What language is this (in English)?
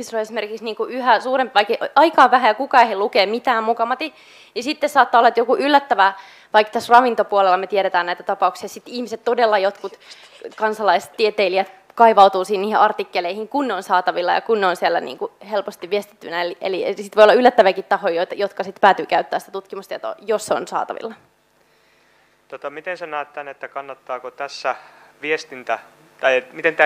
Finnish